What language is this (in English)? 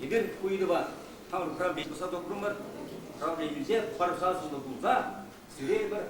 Chuvash